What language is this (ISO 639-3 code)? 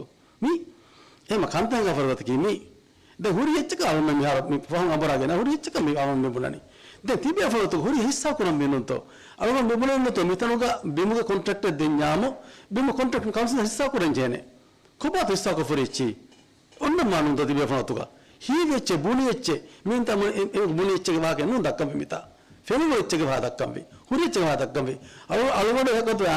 div